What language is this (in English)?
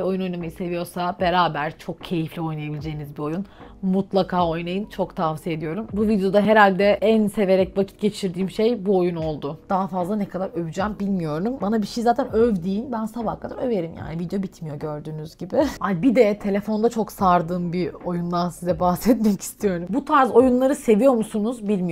Turkish